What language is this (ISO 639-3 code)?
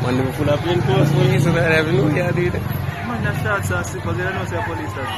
jam